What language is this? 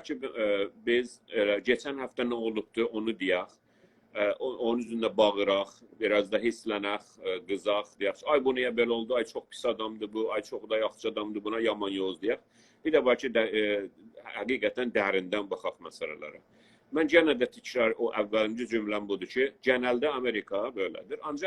South Azerbaijani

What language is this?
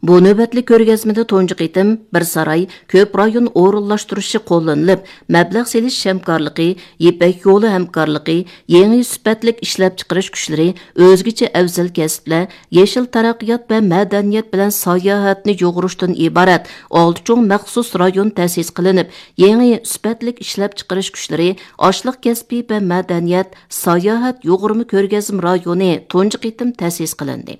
Uyghur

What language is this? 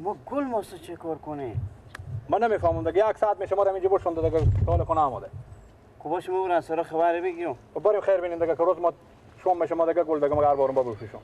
Persian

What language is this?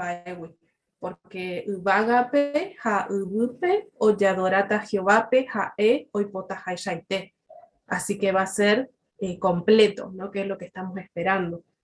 Guarani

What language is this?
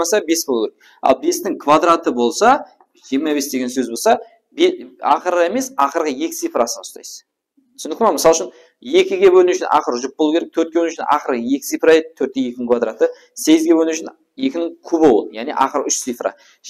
Kara-Kalpak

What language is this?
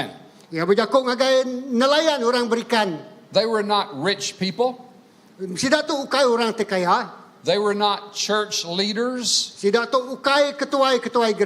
Iban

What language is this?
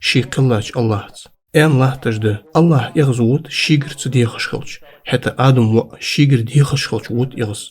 Ingush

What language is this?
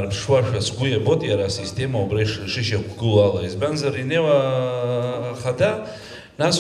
Abkhazian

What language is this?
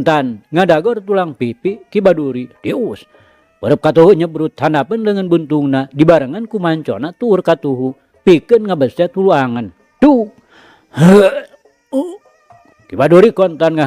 Sundanese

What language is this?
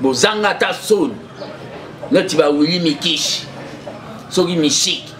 Lingala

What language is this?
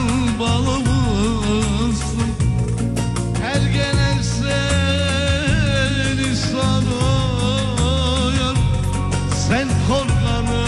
Turkish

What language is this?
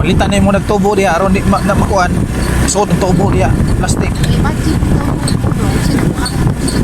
Cebuano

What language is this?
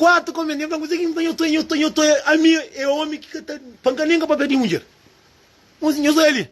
Kabuverdianu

